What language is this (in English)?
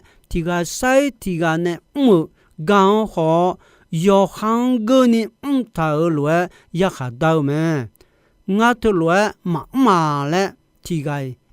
Akha